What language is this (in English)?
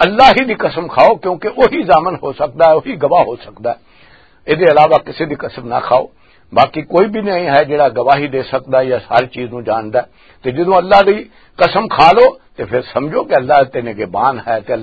Western Panjabi